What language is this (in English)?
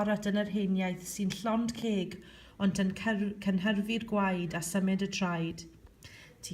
Welsh